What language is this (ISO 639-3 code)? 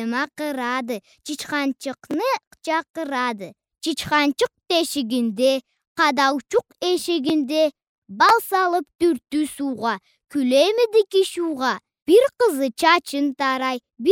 krc